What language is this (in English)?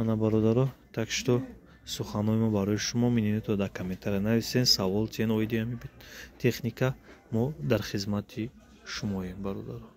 Tajik